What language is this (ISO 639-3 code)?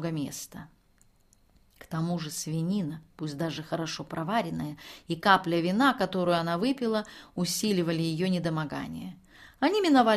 rus